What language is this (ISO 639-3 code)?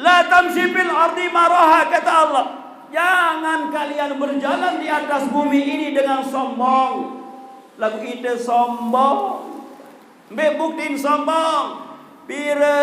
sas